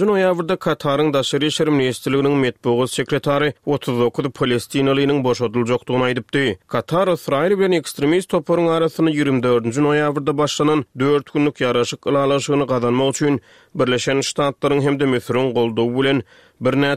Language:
Turkmen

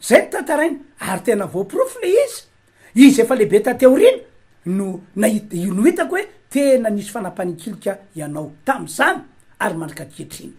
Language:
Malagasy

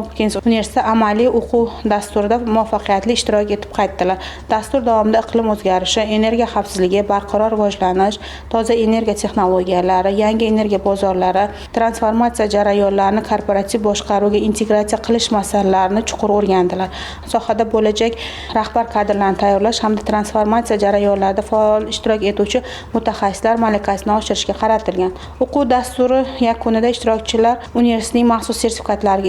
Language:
Uzbek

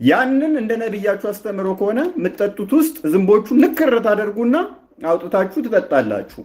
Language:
Amharic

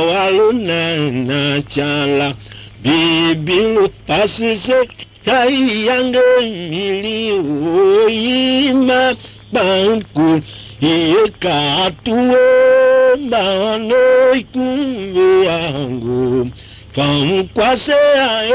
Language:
Tiv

